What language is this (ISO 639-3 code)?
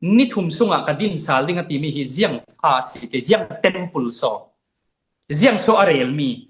cfm